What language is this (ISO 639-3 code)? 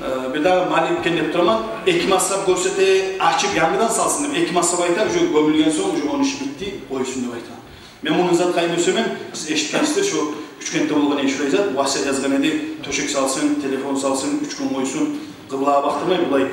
kum